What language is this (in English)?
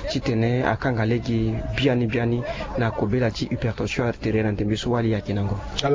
Sango